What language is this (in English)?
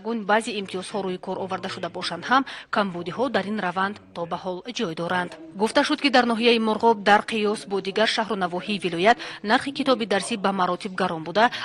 Tajik